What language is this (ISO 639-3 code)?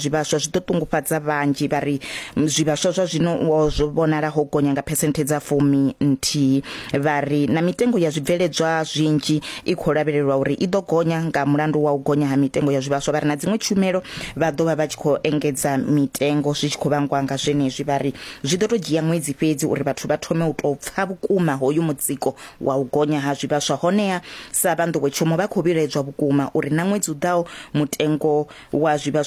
ven